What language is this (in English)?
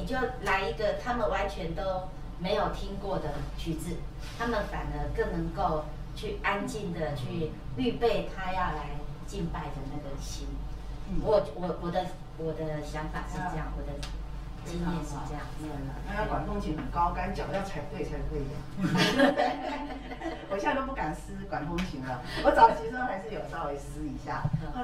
Chinese